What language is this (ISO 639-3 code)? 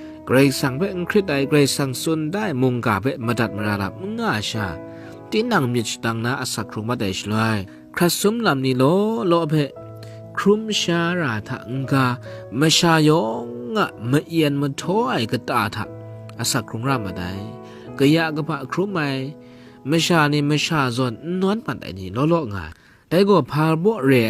kac